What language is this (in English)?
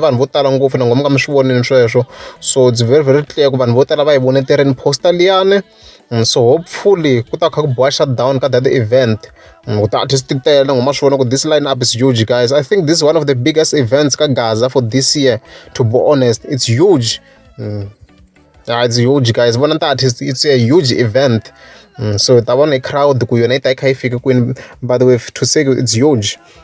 Tsonga